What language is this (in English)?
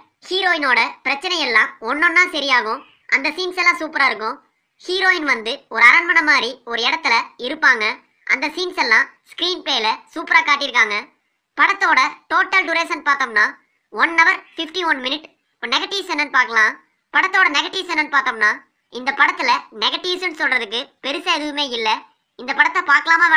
Tamil